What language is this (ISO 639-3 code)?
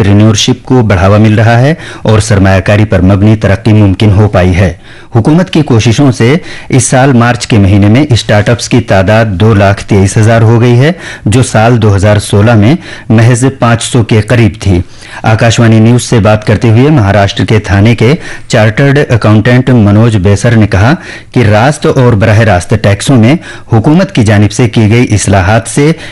urd